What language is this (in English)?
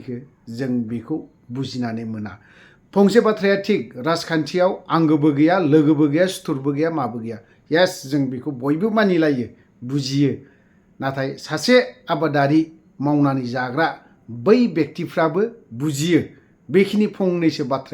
Bodo